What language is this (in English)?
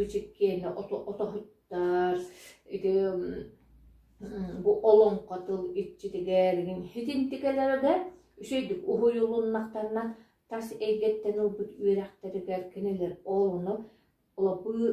Yakut